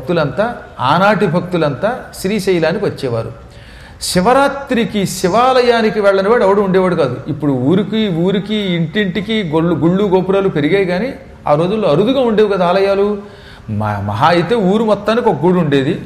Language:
Telugu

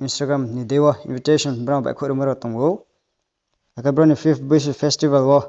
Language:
Riang (India)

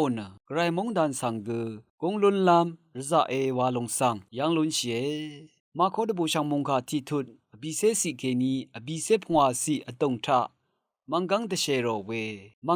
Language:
Rawang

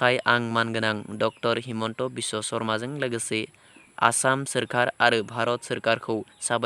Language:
Bodo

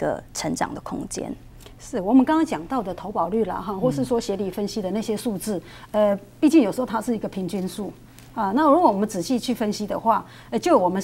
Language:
Chinese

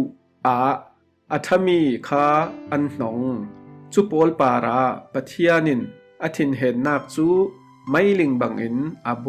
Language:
Falam Chin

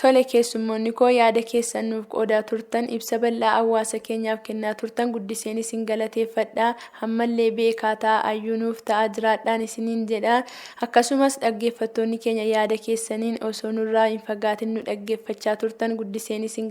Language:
Oromo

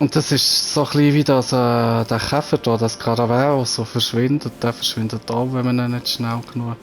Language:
Swiss German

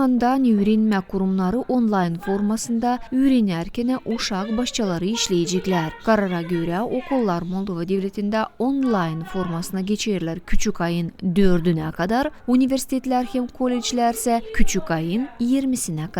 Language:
Gagauz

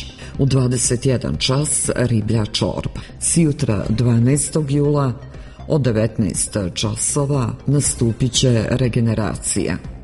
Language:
Serbian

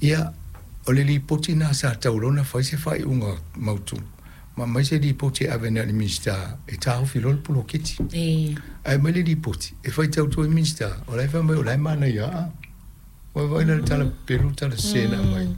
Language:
Samoan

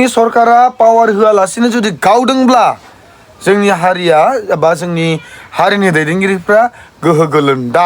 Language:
Bodo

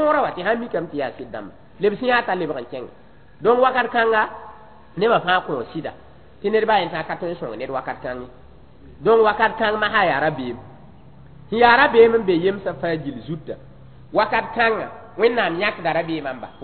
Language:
Mossi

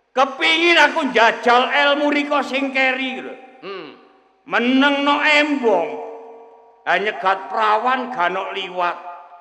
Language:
Javanese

